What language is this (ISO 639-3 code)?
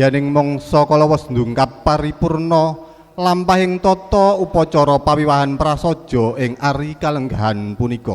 jav